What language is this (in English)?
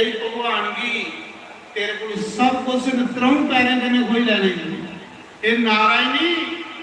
Dogri